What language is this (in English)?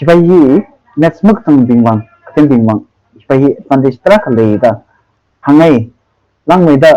Tangkhul Naga (India)